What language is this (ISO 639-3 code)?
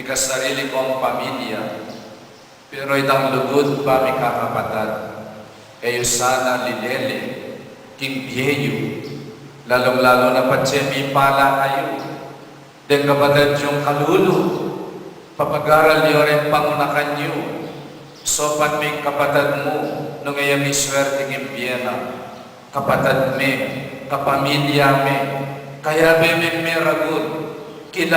pam